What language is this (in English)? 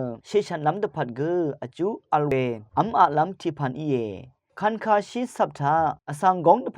Rawang